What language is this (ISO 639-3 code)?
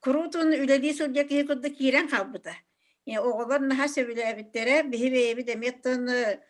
sah